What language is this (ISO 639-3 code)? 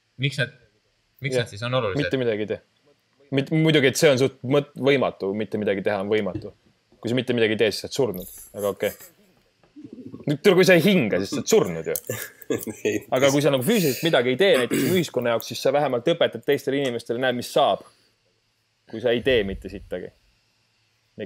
est